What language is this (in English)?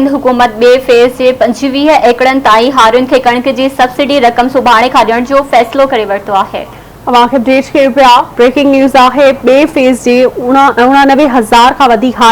Sindhi